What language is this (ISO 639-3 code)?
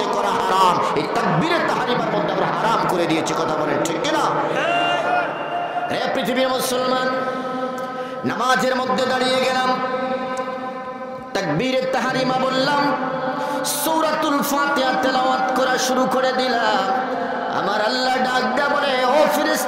ben